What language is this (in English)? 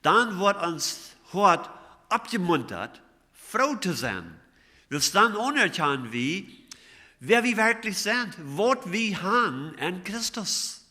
Plautdietsch